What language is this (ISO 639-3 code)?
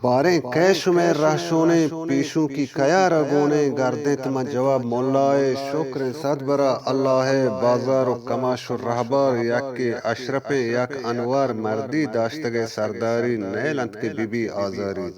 bgp